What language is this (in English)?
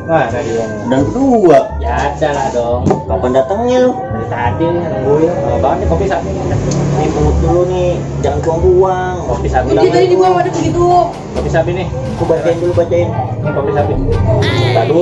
Betawi